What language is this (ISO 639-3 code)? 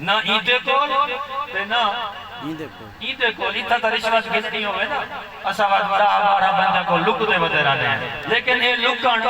skr